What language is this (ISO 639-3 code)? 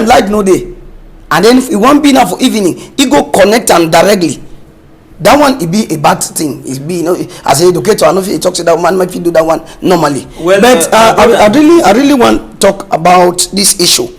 wes